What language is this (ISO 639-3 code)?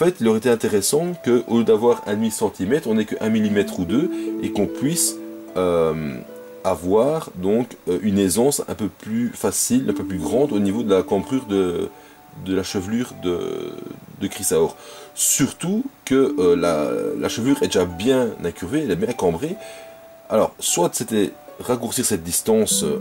fra